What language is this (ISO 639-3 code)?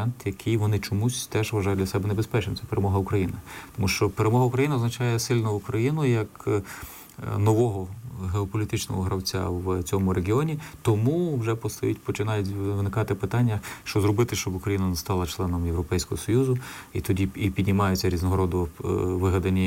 ukr